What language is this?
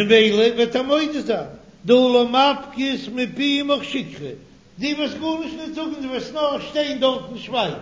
Yiddish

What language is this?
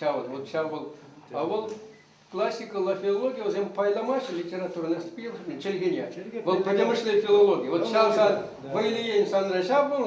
Chuvash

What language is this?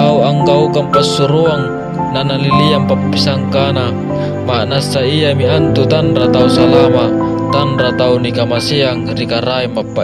Makasar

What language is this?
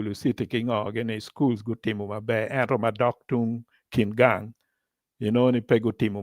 Acoli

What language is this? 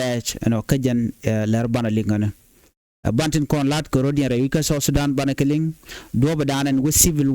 Nuer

